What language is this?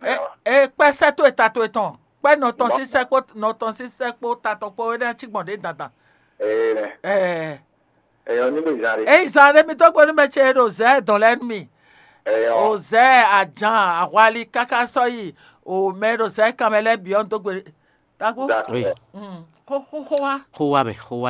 Fon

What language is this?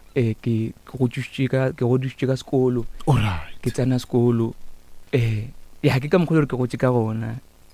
Northern Sotho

